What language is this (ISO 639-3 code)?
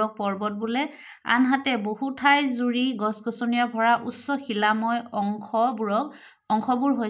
asm